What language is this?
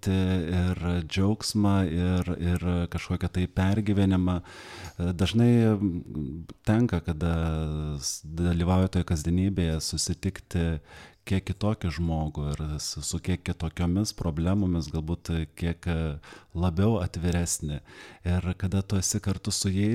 Lithuanian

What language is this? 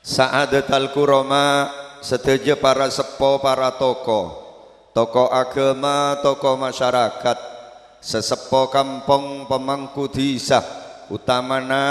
Madurese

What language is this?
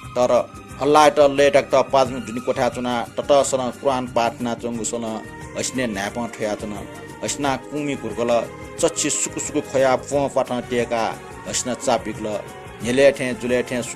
Newari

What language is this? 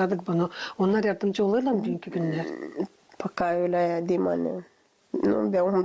Gagauz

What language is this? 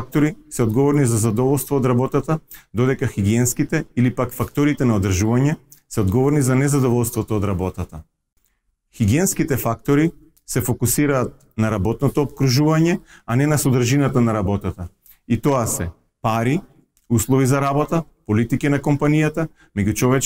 Macedonian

